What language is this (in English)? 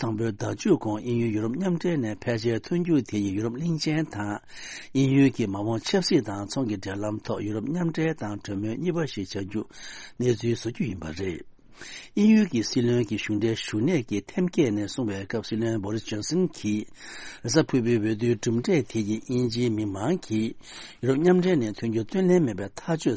Tibetan